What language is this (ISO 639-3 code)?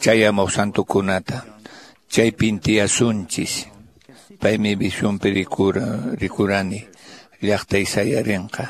que